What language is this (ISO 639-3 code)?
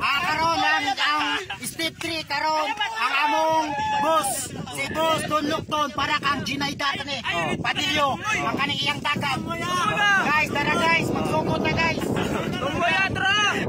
ceb